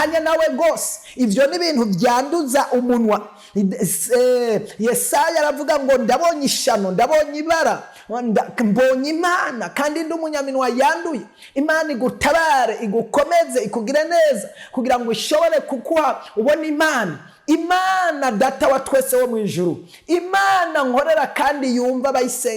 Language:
Rundi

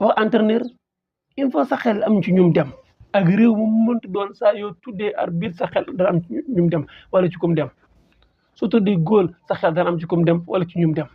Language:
Wolof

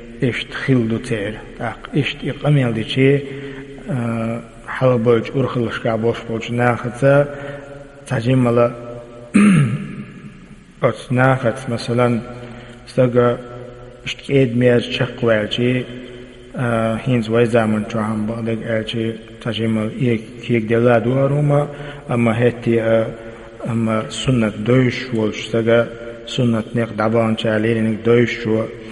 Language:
Chechen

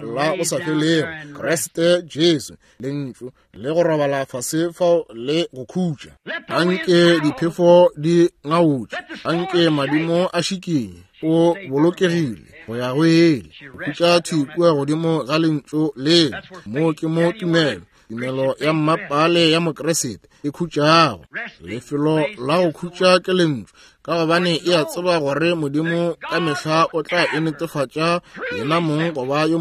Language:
Northern Sotho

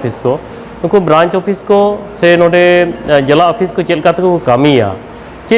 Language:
Santali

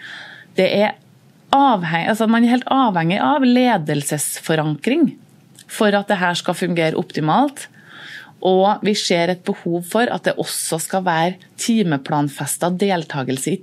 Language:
Norwegian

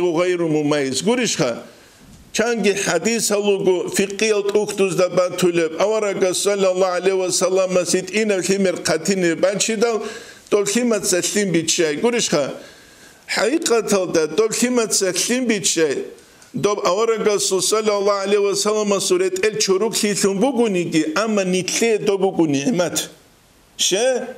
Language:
Avaric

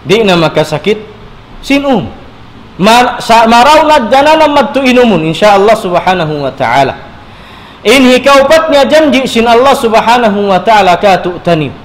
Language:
Tausug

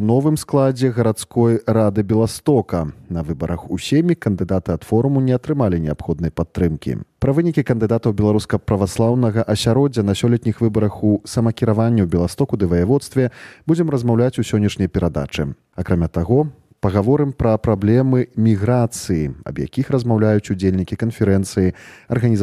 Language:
Belarusian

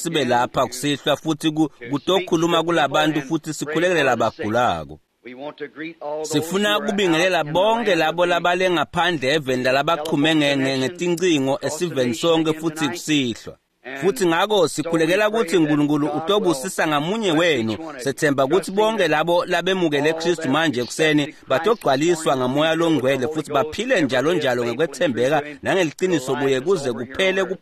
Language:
Swati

